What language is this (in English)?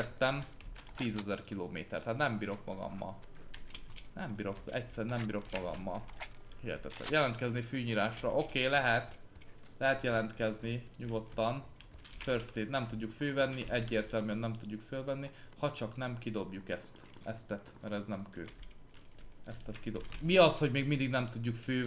Hungarian